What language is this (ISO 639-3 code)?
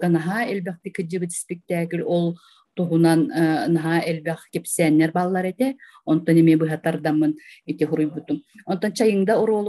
sah